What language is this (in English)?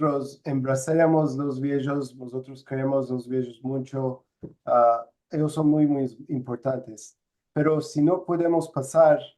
Ladino